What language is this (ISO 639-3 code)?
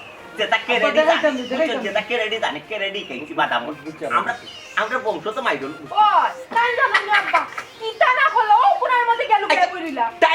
syl